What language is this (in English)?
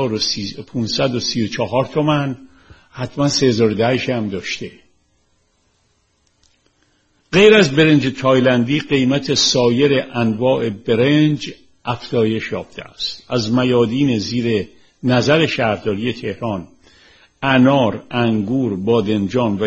Persian